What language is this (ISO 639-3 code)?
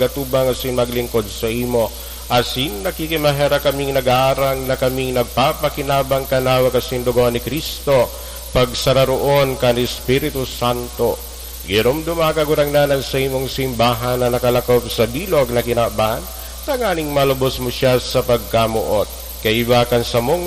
bik